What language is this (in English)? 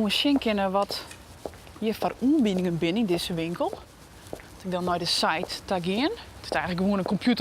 Western Frisian